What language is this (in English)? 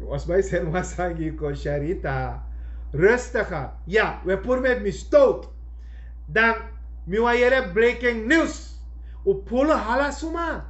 Sranan Tongo